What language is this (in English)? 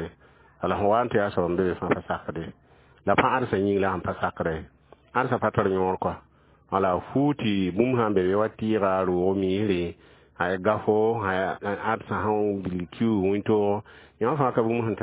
Mossi